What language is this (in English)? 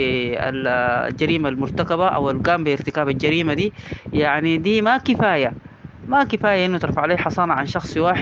Sudanese Arabic